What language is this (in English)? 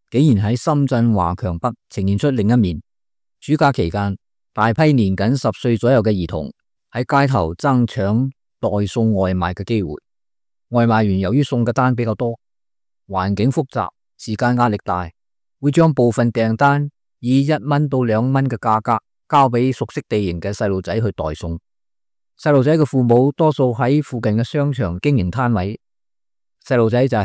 Cantonese